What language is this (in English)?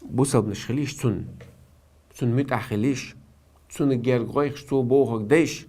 Chechen